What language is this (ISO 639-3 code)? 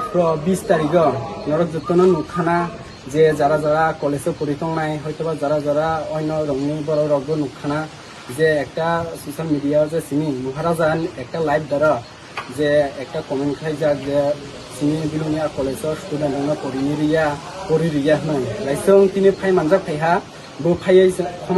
trp